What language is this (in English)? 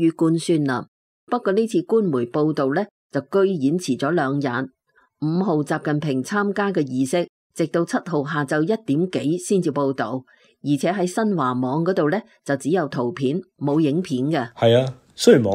Cantonese